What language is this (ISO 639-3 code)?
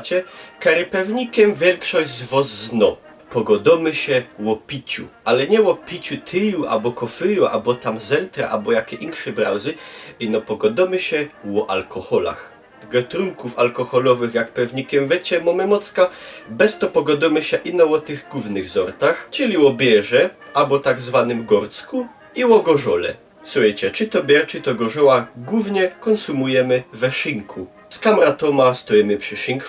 szl